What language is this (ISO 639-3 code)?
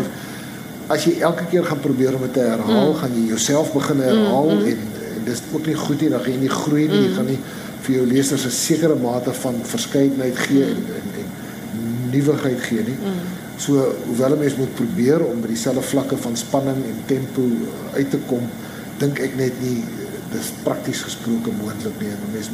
afr